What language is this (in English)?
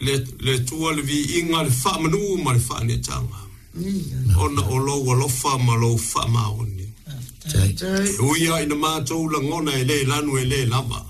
Samoan